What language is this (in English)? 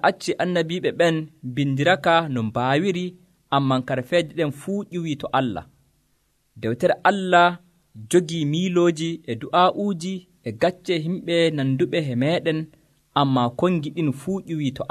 Nigerian Fulfulde